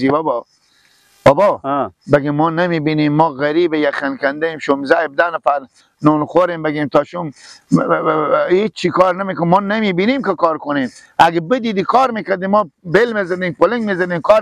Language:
Persian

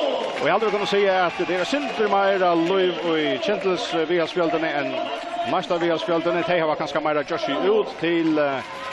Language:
Faroese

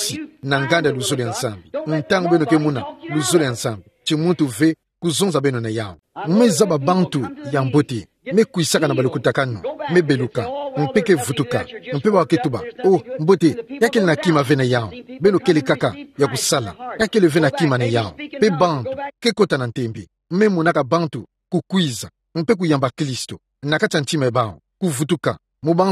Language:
Kituba (Democratic Republic of Congo)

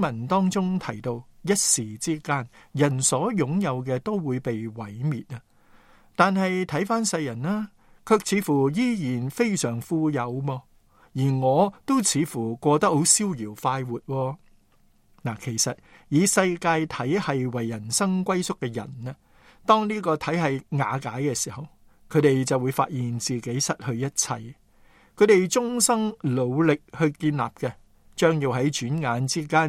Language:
Cantonese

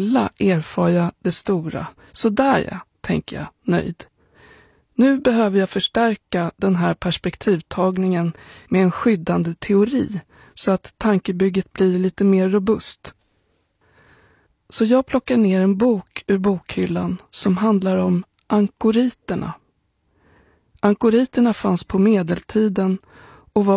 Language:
Swedish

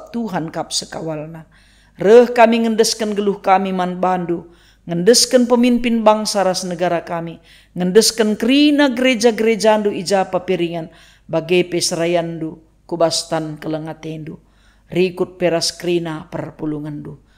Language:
Batak Karo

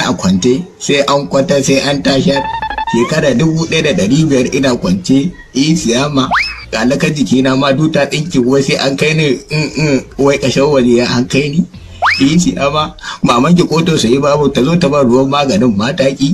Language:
Hausa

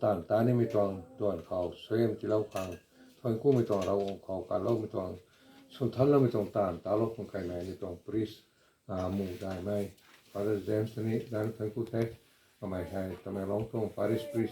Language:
Rongmei Naga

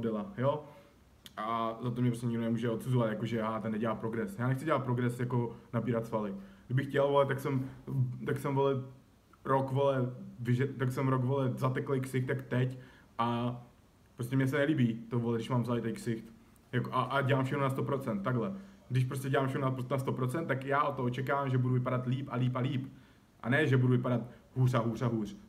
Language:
Czech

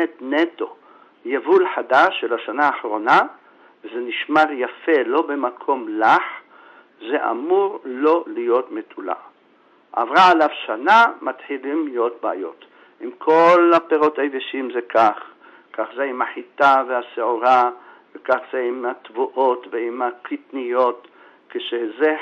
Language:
Hebrew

